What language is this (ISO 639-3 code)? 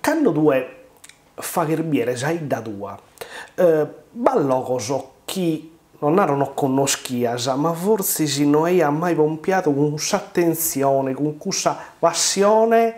srd